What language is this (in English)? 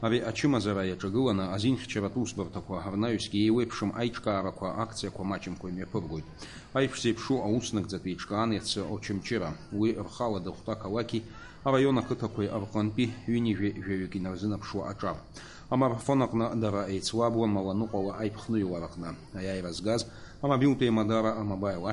Abkhazian